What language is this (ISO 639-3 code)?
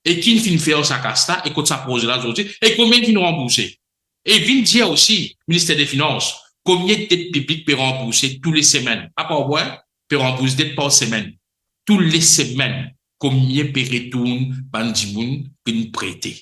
mfe